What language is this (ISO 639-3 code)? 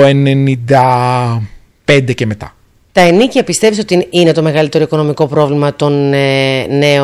ell